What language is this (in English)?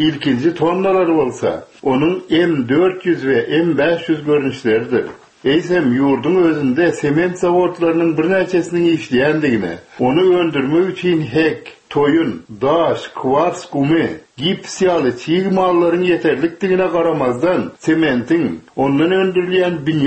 Turkmen